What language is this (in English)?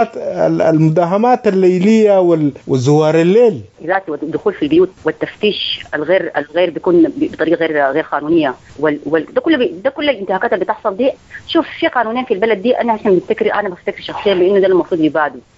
Sudanese Arabic